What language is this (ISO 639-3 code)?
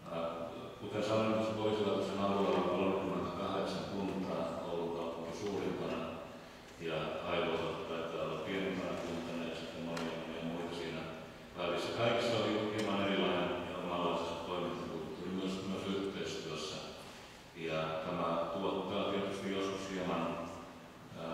fin